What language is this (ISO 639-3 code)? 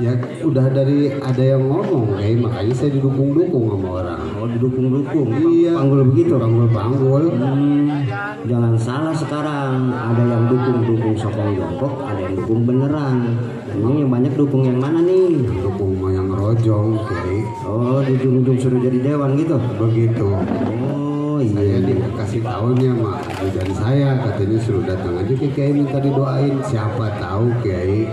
bew